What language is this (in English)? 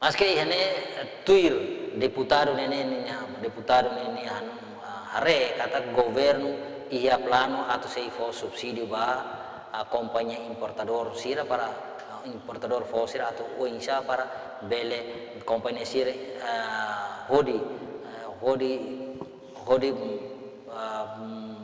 Tetum